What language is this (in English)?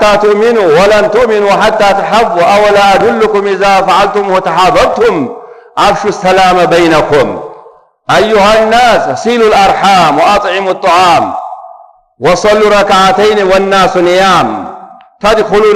Amharic